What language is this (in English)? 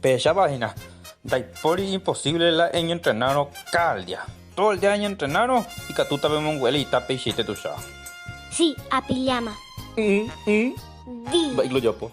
Guarani